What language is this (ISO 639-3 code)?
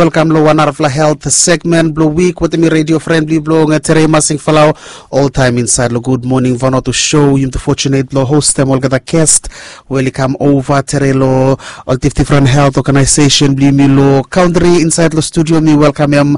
bis